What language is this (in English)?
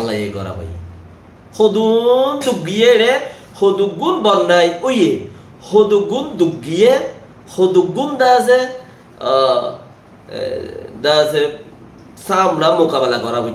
Rohingya